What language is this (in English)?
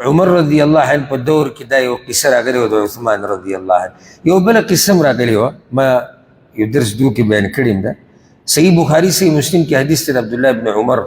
Pashto